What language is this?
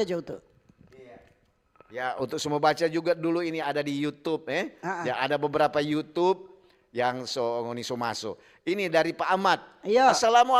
Manado Malay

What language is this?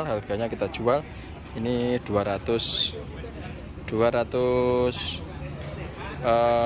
Indonesian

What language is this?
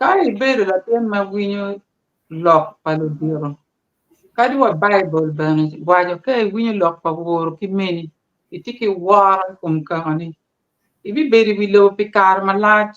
Acoli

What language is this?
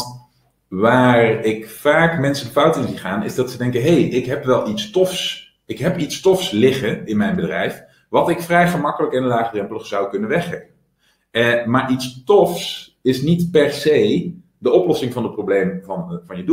Dutch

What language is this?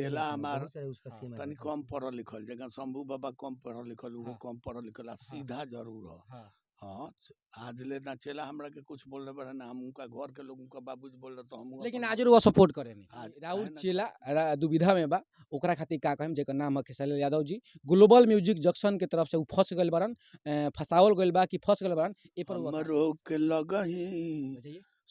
Bhojpuri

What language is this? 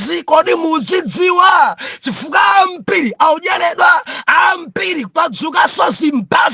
Nyanja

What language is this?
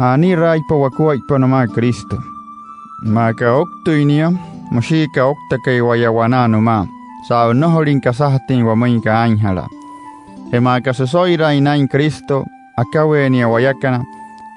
Wayuu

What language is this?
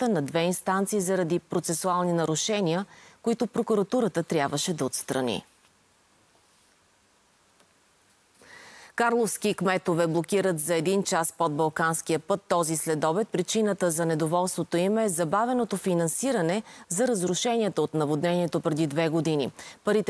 Bulgarian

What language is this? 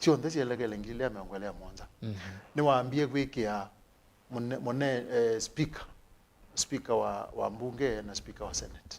Kamba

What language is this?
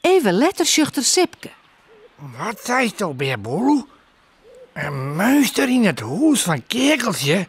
Western Frisian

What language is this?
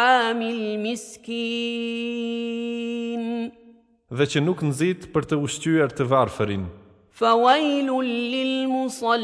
Albanian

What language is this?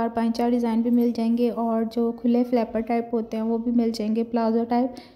Hindi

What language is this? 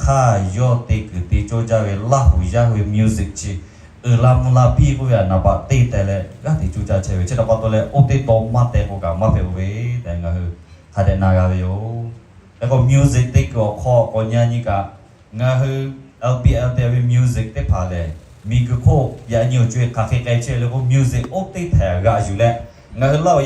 Lahu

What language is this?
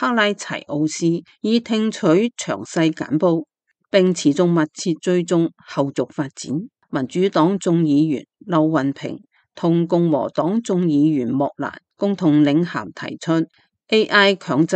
Cantonese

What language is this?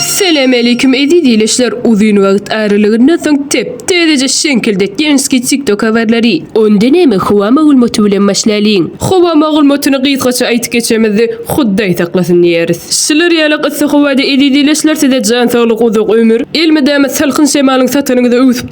Turkmen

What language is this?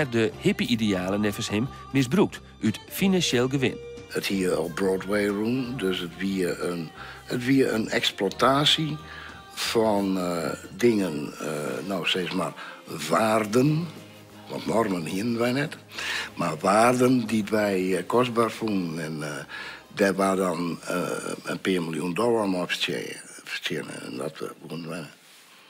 Western Frisian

